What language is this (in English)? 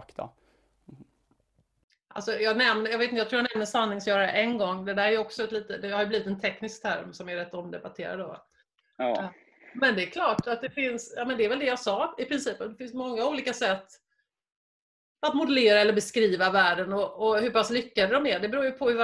Swedish